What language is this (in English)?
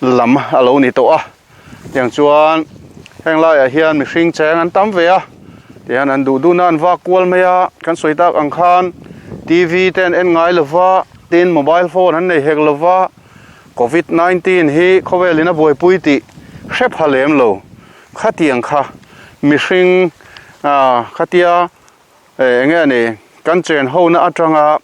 Mizo